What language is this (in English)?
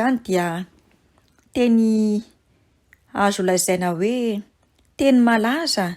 Malagasy